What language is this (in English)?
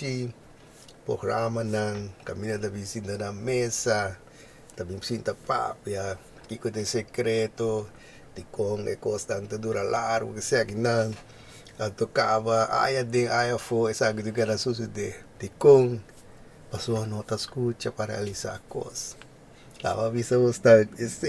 Papiamento